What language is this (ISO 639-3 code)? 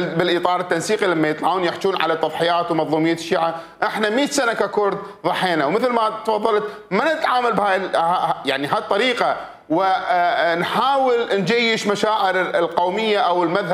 acm